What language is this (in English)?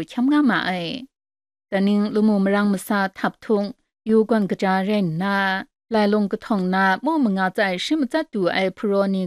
Kachin